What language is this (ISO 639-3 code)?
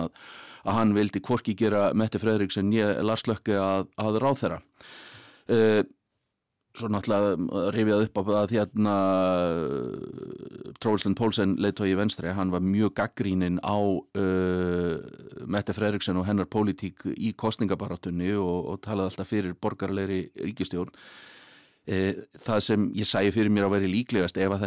isl